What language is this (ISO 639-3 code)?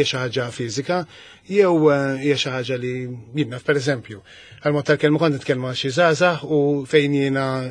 mlt